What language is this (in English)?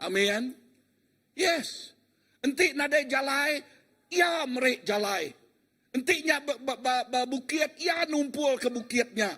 Iban